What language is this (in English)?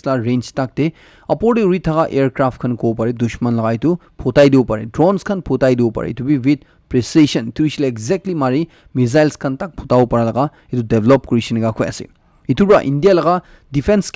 Naga Pidgin